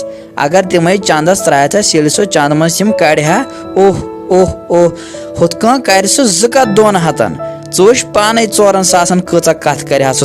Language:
Kashmiri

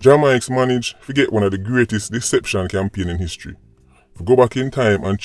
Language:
Jamaican Creole English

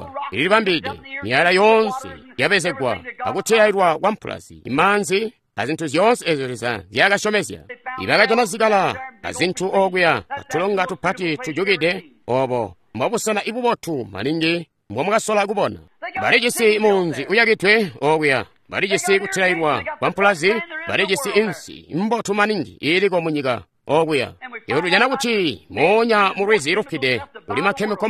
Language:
Tonga (Zambia)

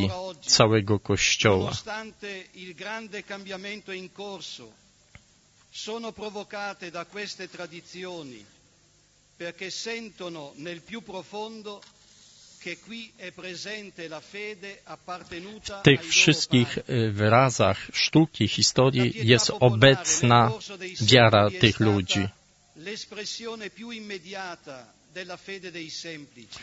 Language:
Polish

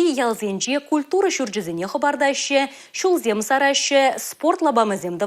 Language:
Chuvash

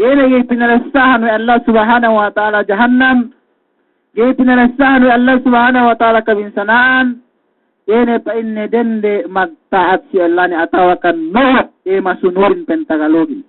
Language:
Yakan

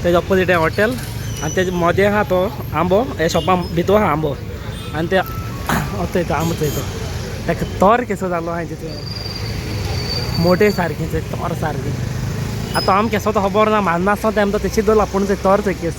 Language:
Konkani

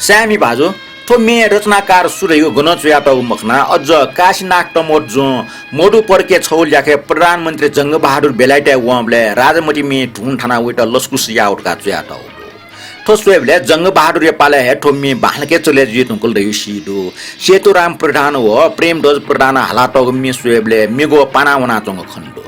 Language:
Newari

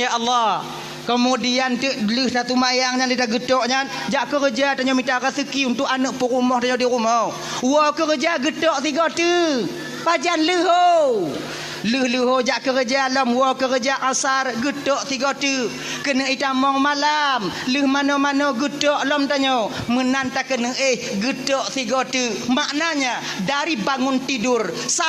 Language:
Achinese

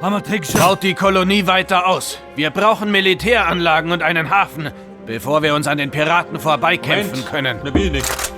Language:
Bavarian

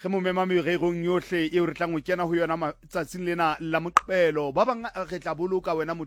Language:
Southern Sotho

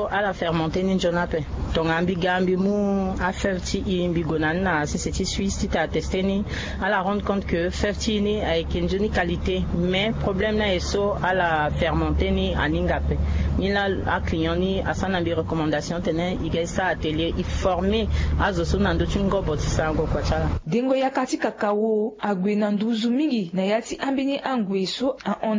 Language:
Sango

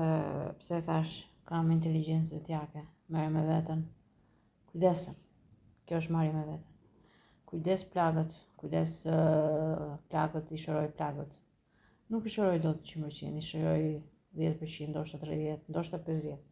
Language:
Albanian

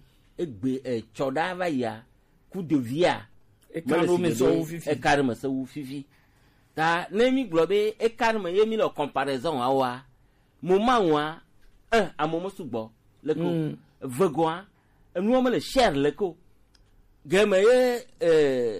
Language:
Gen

